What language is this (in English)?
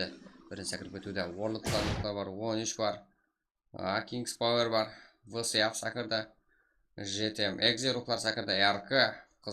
Kara-Kalpak